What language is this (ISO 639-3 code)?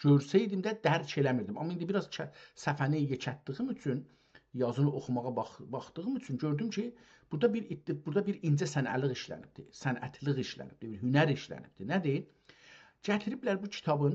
azb